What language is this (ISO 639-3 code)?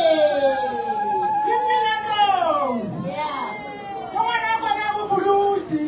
nso